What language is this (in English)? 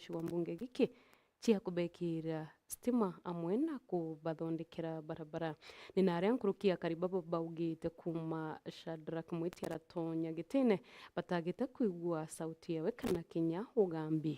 Meru